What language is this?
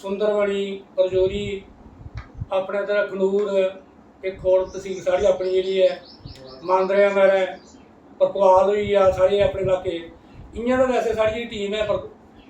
Dogri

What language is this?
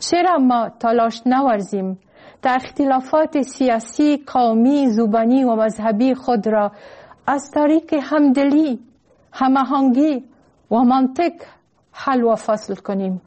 Persian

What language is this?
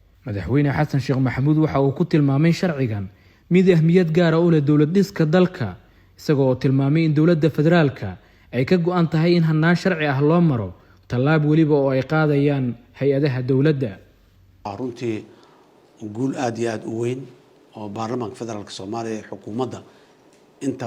Somali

